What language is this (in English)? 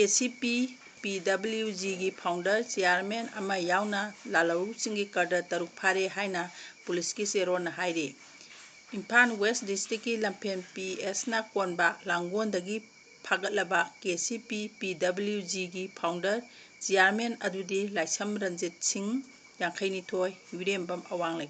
Manipuri